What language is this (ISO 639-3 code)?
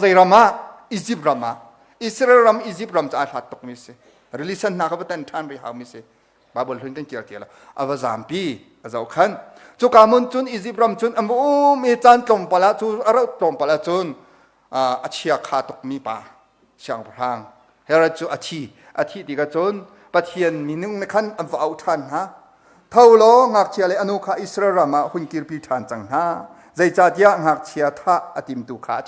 cnh